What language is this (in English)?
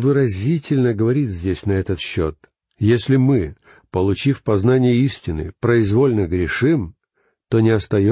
Russian